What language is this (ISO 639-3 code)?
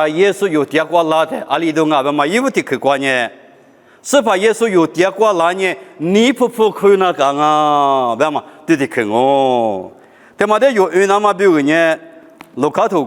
lis